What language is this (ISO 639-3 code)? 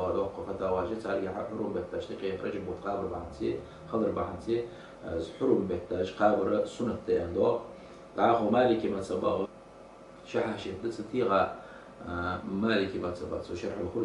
inh